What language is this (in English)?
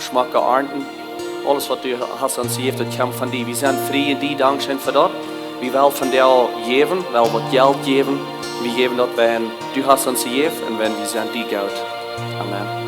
Plautdietsch